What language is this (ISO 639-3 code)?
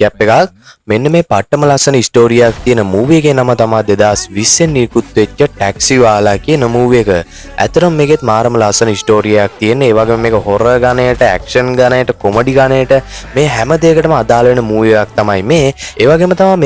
sin